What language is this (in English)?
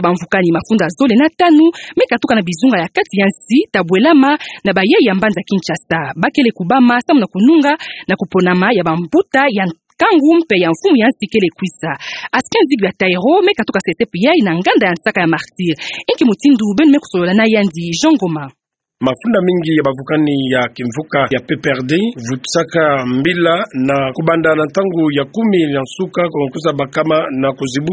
Kituba (Democratic Republic of Congo)